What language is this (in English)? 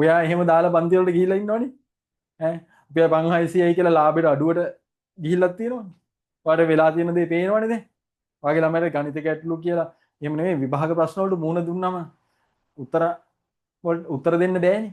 Sinhala